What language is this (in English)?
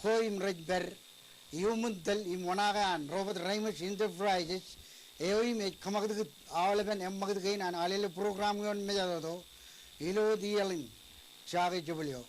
Marshallese